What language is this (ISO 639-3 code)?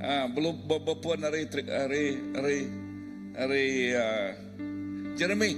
iba